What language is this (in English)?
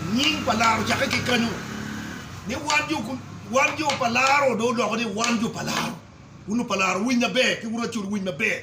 Acoli